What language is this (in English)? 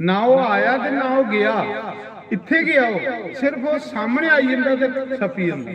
Dogri